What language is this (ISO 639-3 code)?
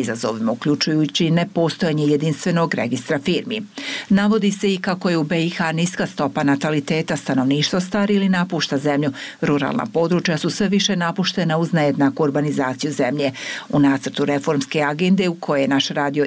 bos